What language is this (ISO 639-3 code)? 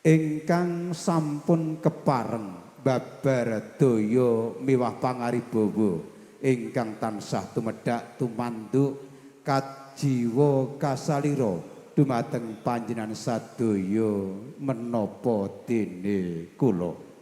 jav